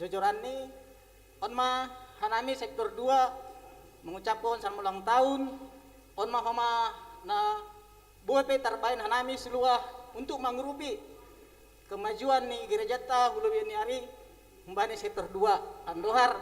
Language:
Batak Simalungun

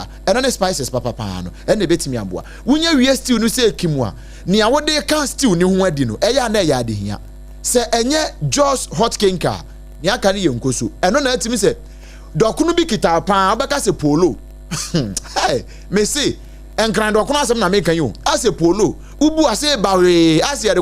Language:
Akan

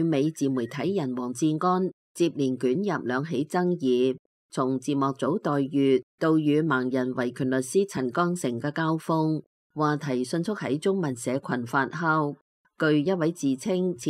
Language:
Cantonese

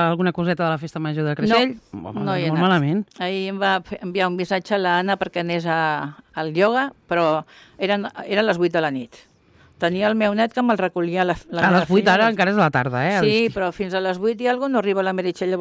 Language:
Catalan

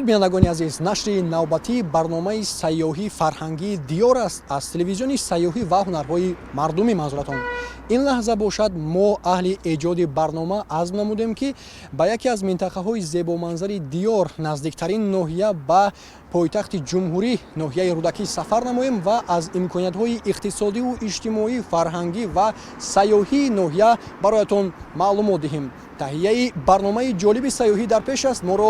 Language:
Tajik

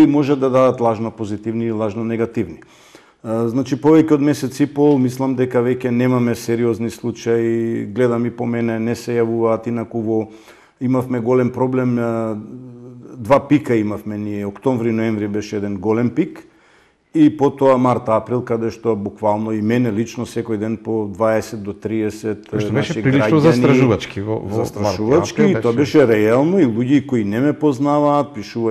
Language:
Macedonian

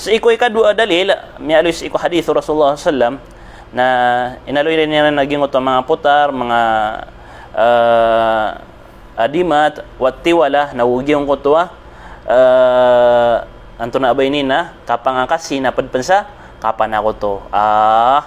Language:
Maranao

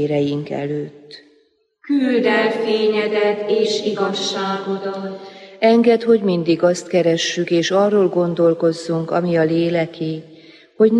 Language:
Hungarian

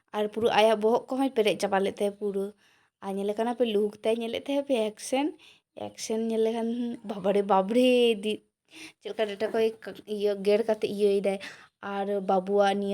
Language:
Santali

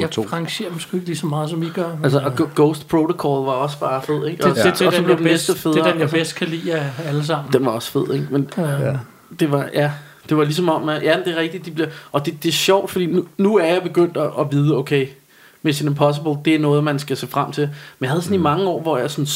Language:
Danish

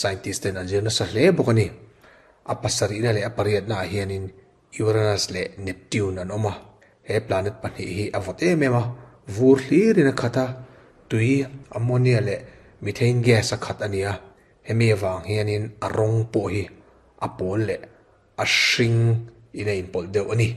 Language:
Mizo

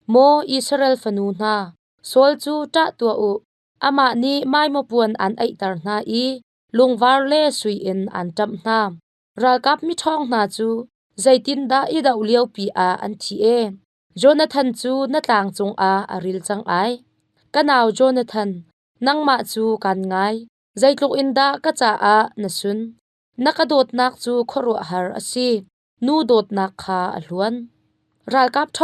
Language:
Hakha Chin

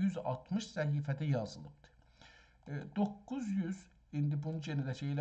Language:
South Azerbaijani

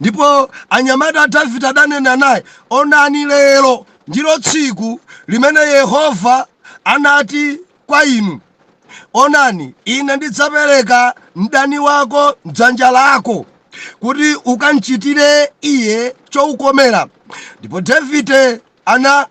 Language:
Nyanja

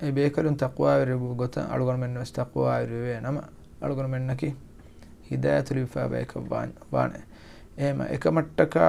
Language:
Divehi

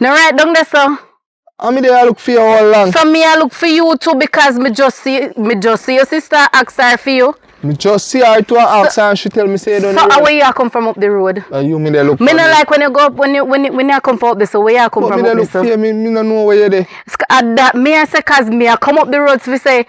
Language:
Jamaican Creole English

